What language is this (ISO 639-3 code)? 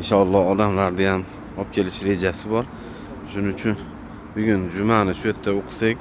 uzb